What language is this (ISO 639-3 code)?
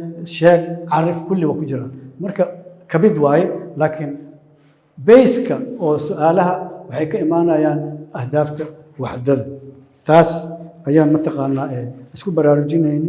som